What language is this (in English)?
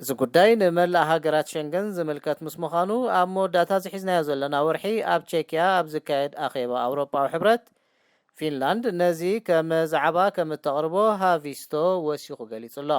Tigrinya